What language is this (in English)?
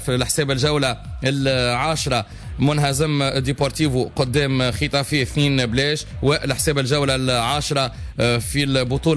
Tunisian Arabic